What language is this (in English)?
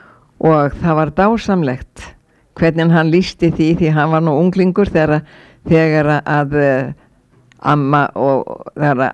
Icelandic